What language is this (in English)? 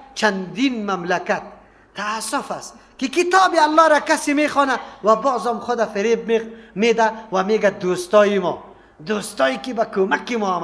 Persian